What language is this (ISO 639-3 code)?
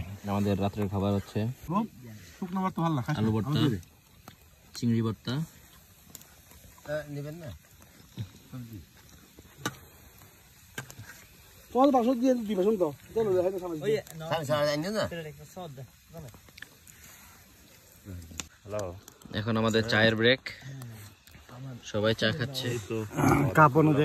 ben